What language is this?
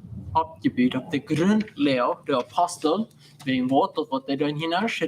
Plautdietsch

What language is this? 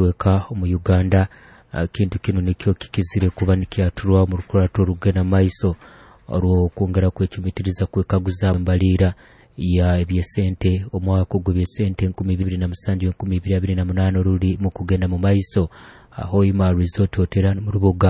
Nyoro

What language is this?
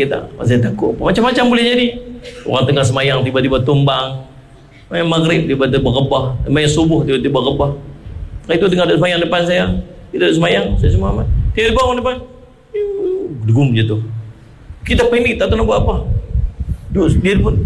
Malay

